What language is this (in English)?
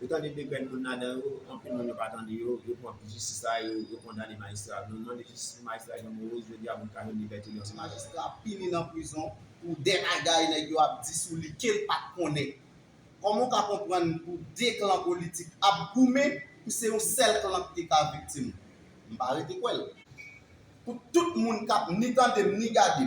Haitian Creole